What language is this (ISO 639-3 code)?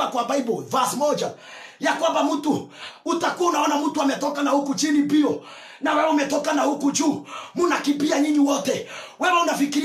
swa